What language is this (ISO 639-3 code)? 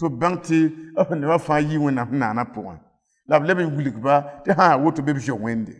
mos